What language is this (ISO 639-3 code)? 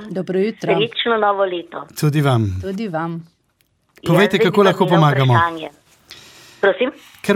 slv